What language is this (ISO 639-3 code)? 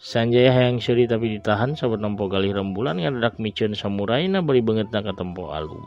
sun